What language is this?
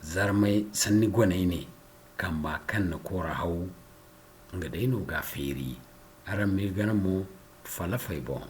Zarma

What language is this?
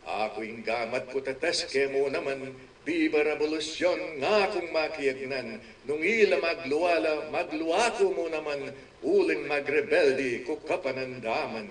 Pampanga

